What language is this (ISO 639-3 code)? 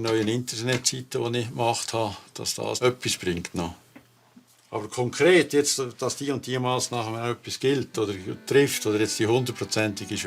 gsw